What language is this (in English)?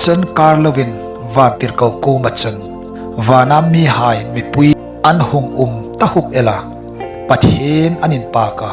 Hmar